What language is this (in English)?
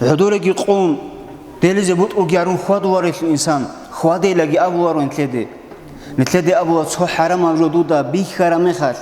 Avaric